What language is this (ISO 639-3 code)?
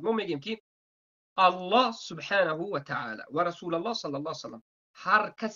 tgk